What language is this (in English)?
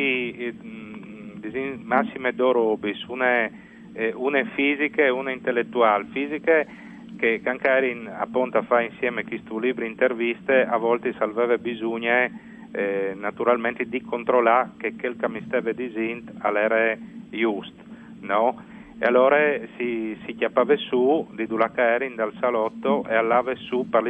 Friulian